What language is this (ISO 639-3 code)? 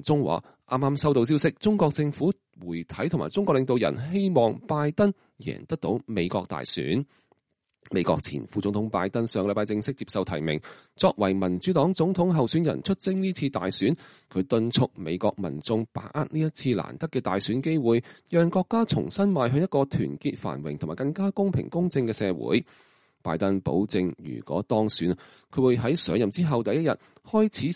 yue